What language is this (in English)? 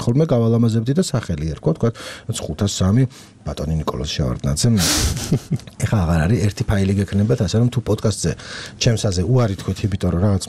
Georgian